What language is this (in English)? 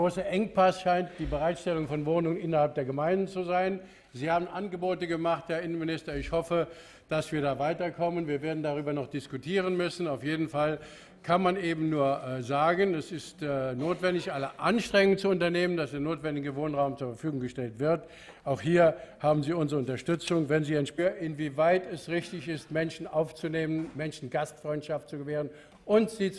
German